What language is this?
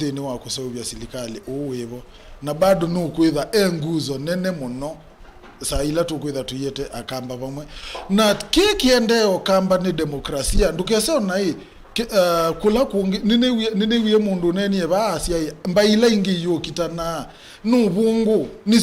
Kamba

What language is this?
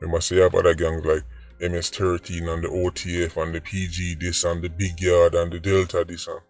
Jamaican Creole English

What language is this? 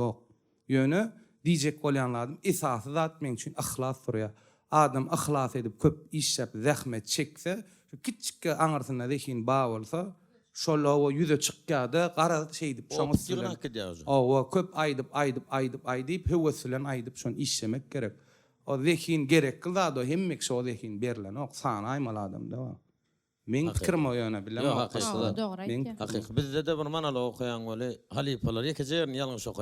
Turkmen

